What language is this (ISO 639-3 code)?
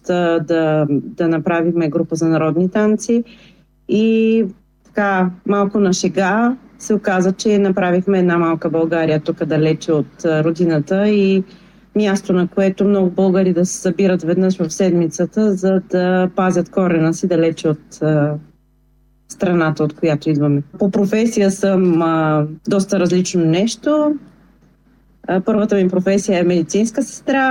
bul